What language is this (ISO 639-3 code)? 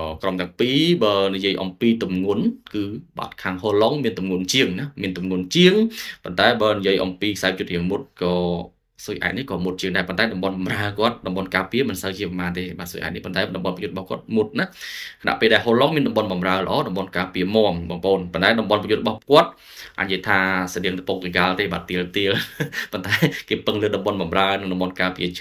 khm